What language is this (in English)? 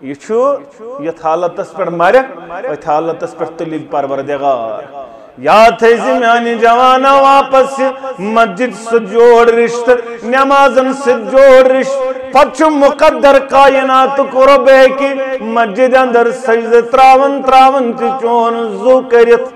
Kashmiri